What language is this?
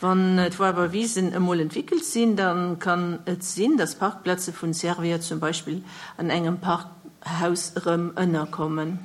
Luxembourgish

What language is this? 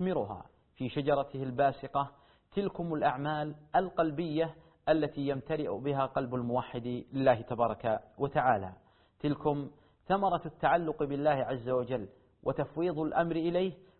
Arabic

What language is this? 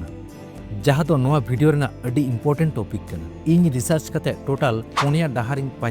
Santali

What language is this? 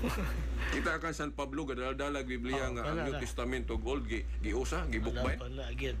Cebuano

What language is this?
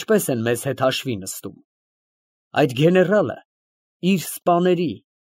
Armenian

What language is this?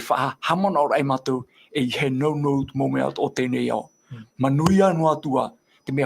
Tahitian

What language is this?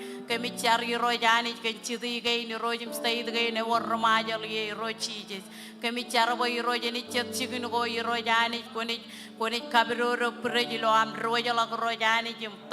Marshallese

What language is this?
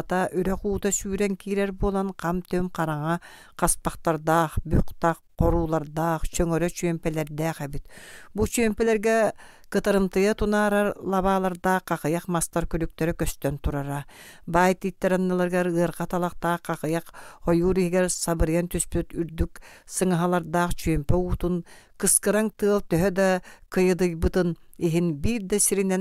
Yakut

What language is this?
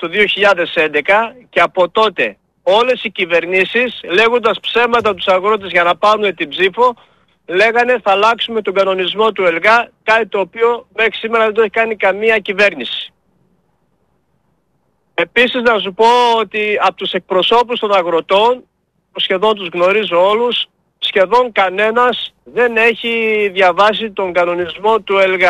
Greek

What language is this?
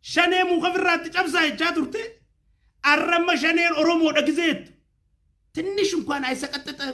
Oromo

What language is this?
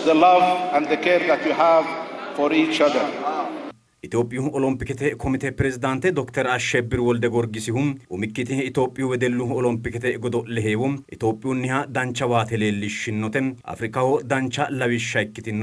Sidamo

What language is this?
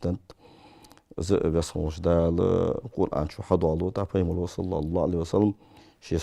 Ingush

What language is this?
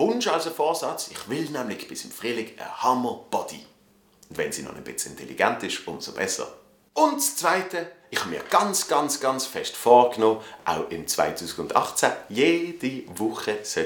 Swiss German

